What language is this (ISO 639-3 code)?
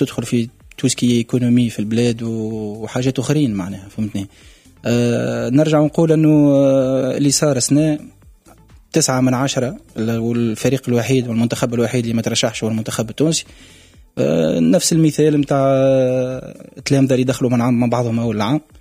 aeb